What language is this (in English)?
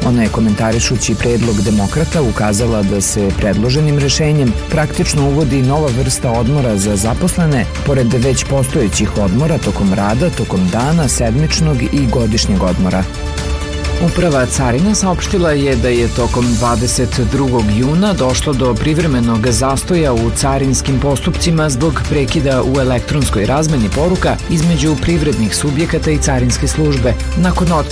Serbian